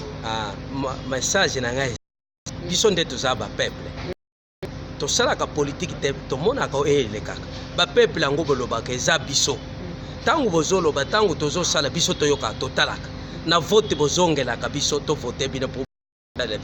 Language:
Lingala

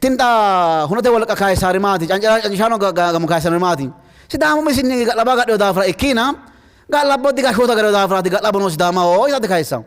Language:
Sidamo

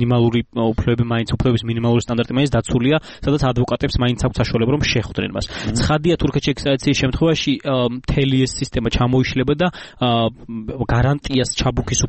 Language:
Georgian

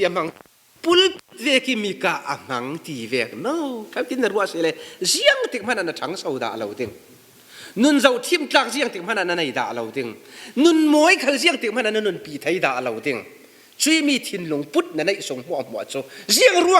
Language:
Falam Chin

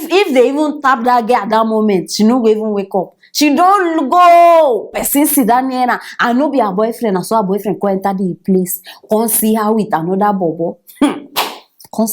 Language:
Nigerian Pidgin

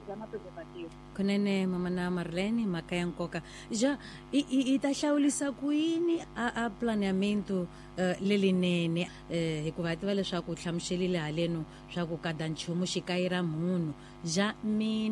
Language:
Tsonga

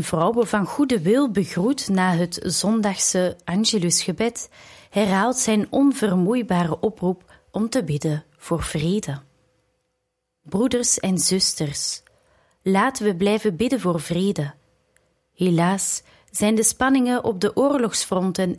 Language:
Dutch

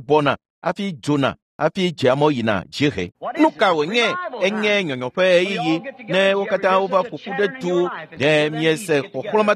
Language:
Ewe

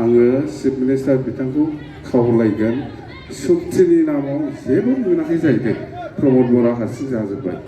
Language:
Bodo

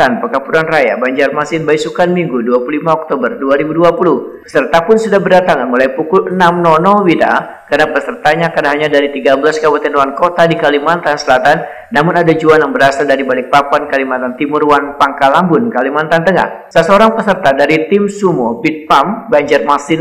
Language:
Banjar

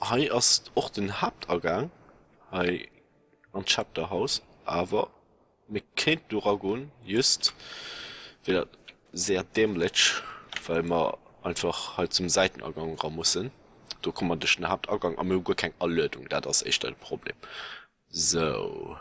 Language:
Luxembourgish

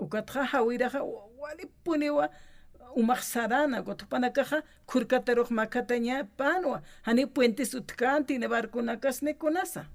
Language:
Aymara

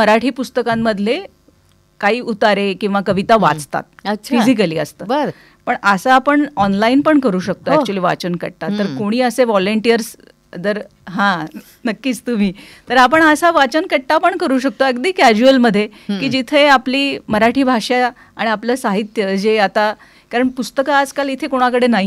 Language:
Marathi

